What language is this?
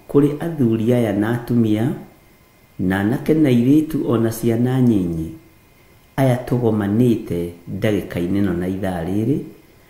Kikuyu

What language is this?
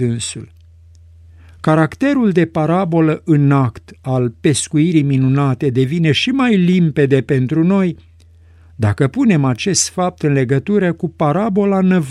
Romanian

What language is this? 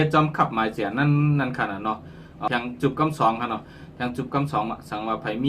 Shan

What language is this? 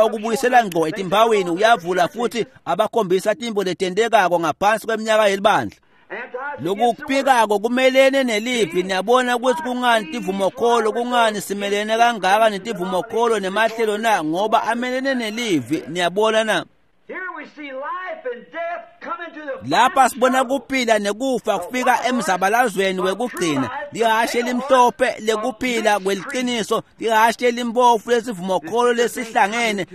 Swati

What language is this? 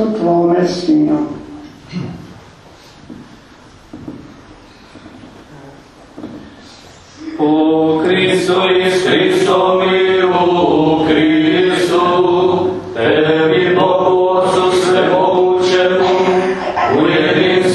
Croatian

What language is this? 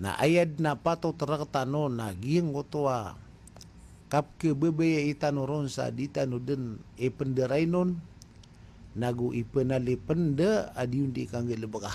Maranao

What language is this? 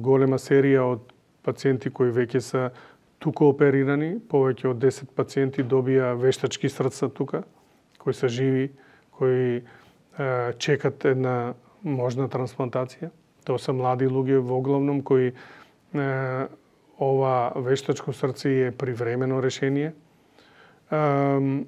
Macedonian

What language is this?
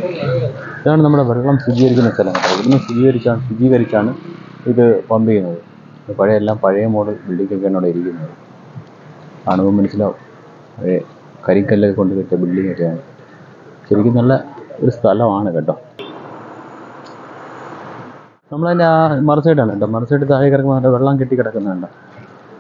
Malayalam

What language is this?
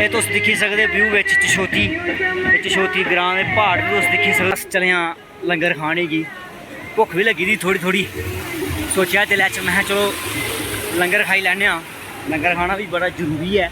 Dogri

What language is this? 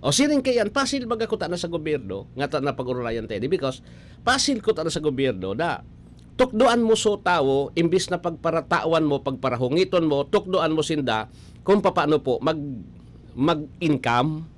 Bikol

